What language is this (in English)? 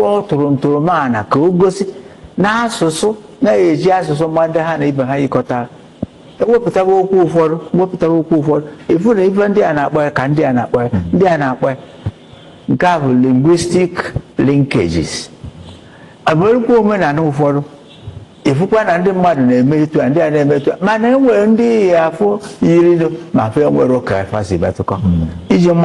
Igbo